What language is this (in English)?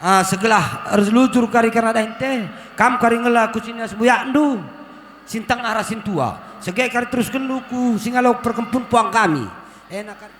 Batak Karo